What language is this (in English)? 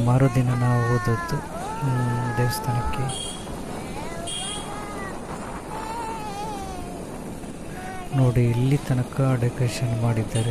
Kannada